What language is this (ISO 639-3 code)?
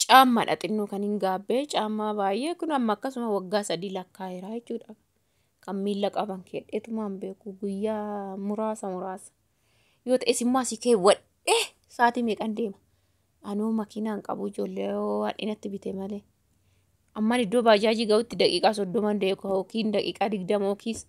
orm